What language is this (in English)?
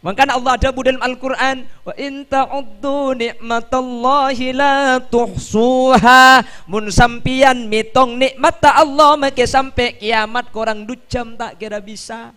Madurese